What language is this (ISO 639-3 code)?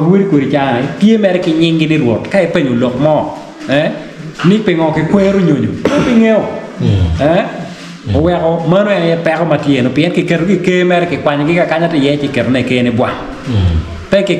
ach